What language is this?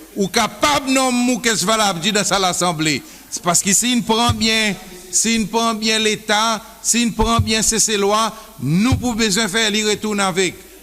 Seselwa Creole French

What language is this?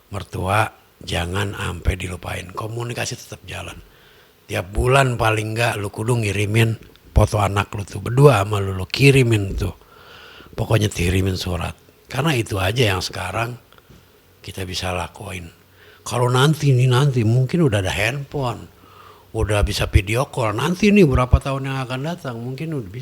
Betawi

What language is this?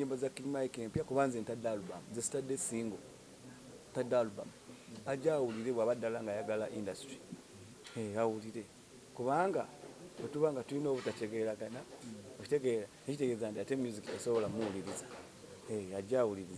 Ganda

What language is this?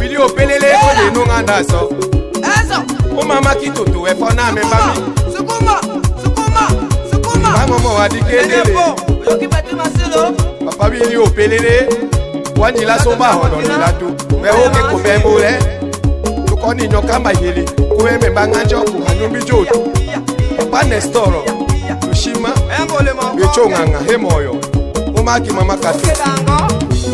Tetela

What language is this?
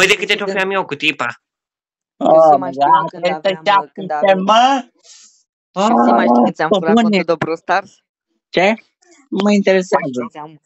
Romanian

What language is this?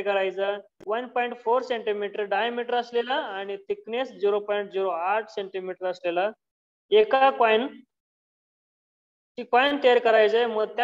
Marathi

